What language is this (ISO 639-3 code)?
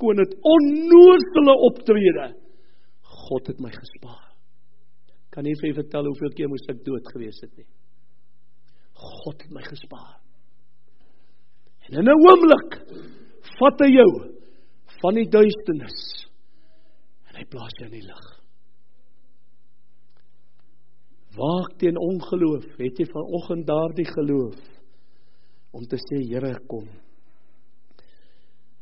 afr